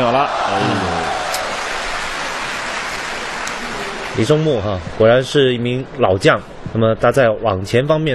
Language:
Chinese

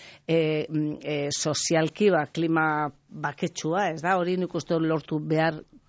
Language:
Basque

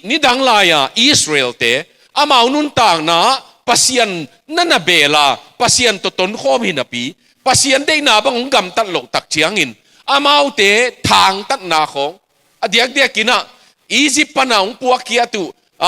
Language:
Tedim Chin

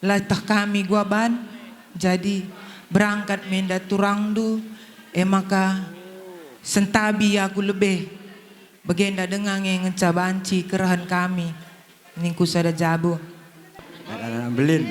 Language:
Batak Karo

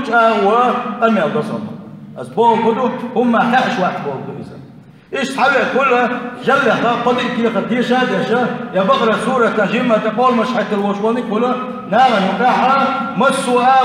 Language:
Chechen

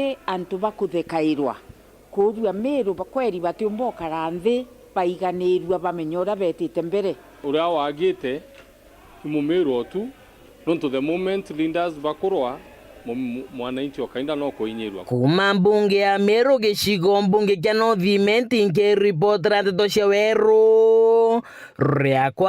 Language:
Meru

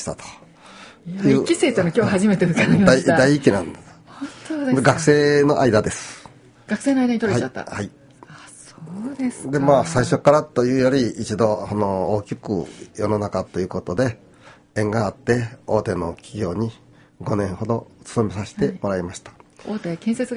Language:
Japanese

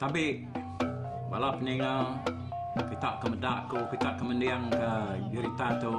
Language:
Iban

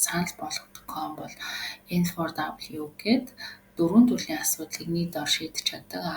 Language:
Mongolian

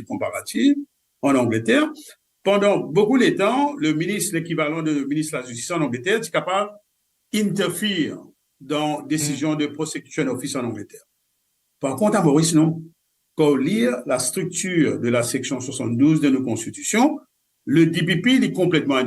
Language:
Morisyen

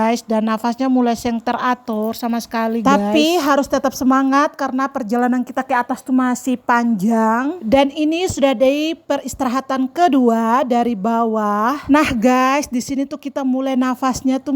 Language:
Ambonese Malay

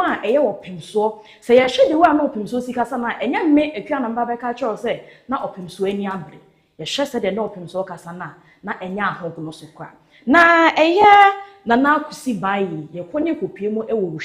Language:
Akan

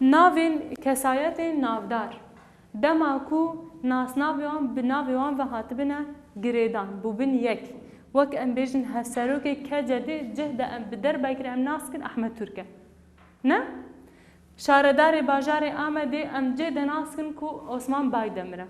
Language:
Kurdish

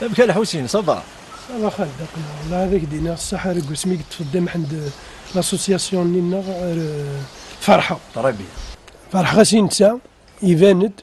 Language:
Kabyle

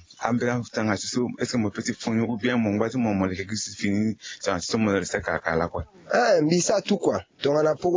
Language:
Sango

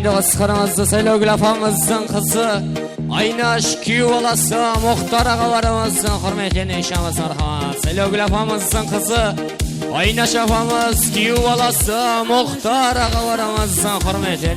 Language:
Kara-Kalpak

